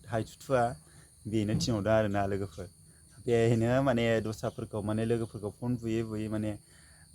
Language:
Bodo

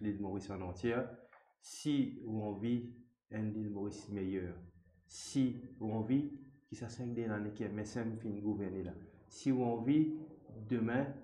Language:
Morisyen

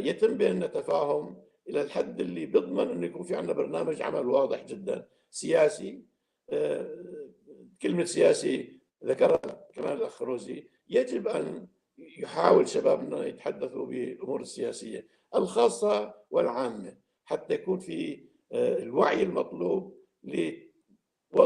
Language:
North Levantine Arabic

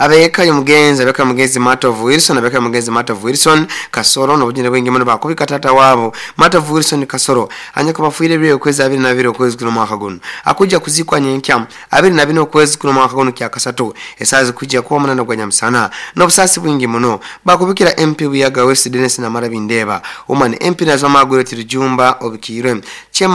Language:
Nyoro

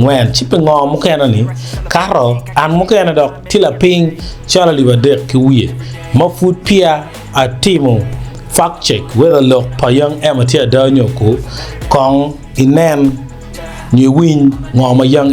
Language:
Acoli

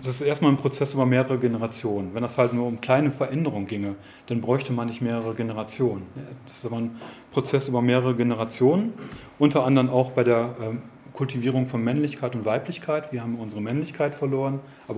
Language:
German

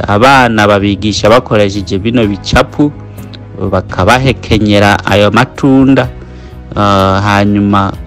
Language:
Rundi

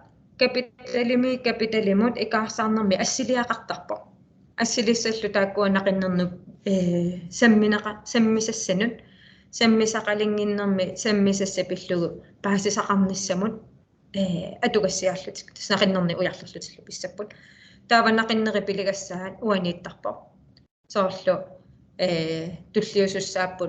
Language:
Kalaallisut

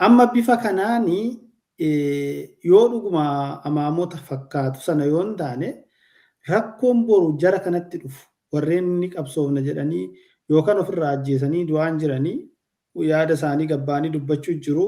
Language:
Oromo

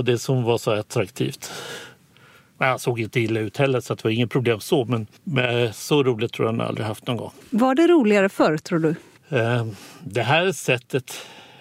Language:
Swedish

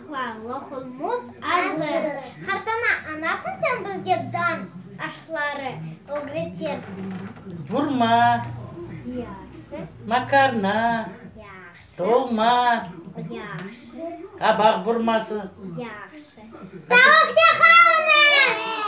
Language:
Crimean Tatar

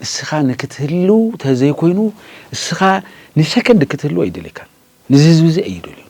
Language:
Tigrinya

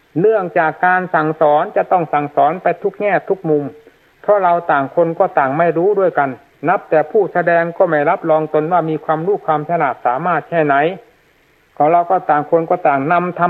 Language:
Thai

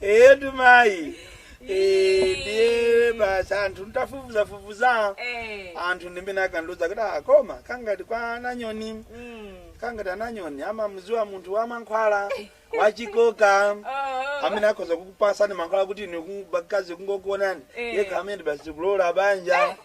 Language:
Nyanja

